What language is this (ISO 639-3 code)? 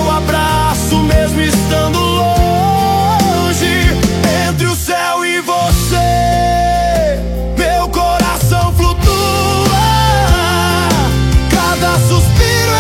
por